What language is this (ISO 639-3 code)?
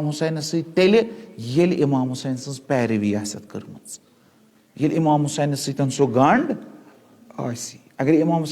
kas